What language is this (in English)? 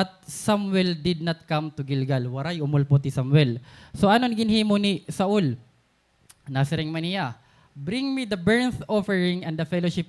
Waray